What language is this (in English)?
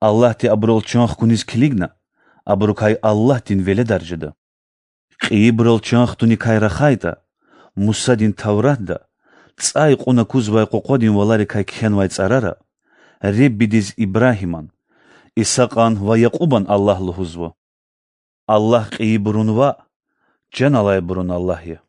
Lezghian